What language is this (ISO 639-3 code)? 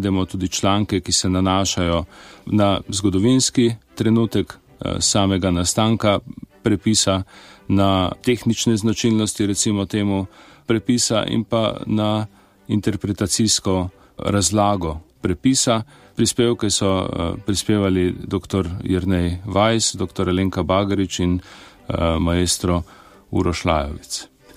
slv